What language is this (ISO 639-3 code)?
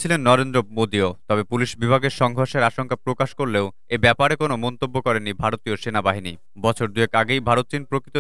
ben